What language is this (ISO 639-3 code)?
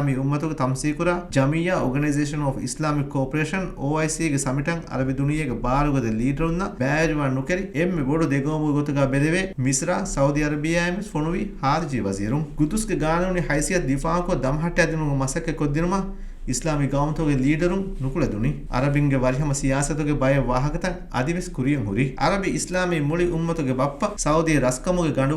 div